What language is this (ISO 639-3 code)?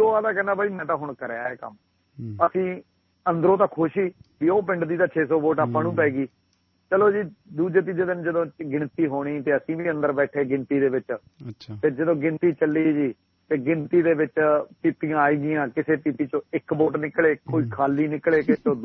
pan